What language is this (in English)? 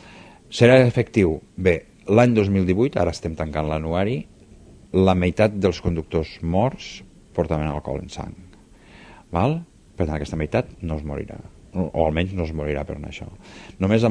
Catalan